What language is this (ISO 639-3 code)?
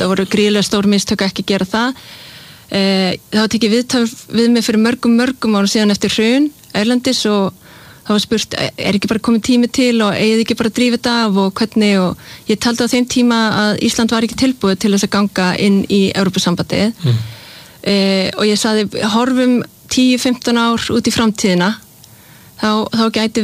isl